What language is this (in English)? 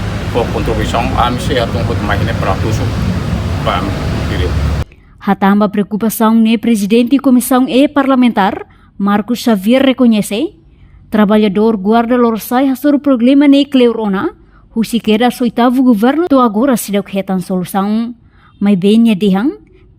Tetum